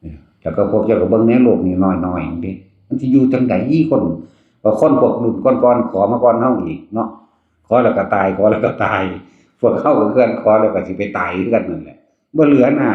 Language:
Northeastern Thai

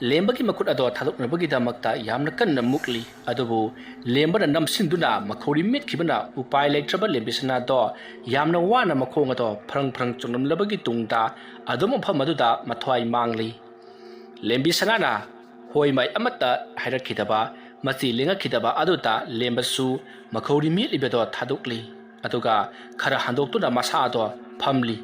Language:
Manipuri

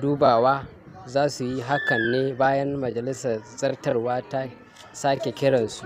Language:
Hausa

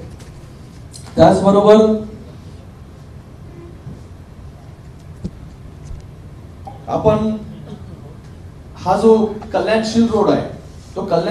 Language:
Marathi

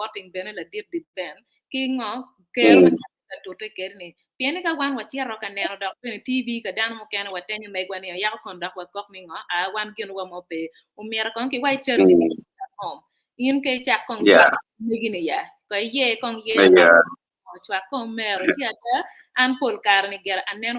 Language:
Acoli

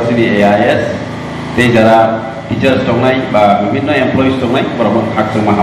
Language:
Kok Borok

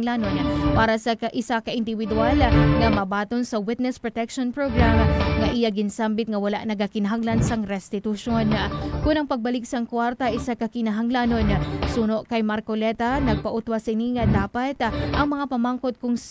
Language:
Hiligaynon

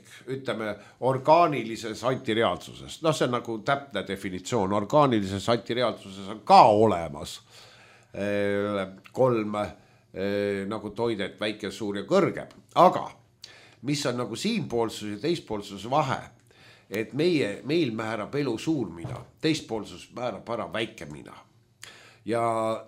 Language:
Estonian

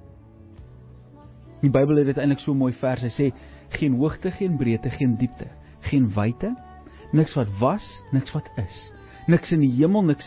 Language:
Afrikaans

